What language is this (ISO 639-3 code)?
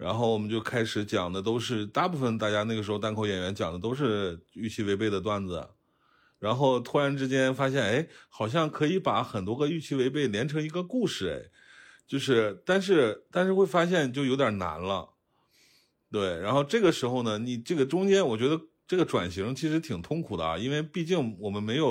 zho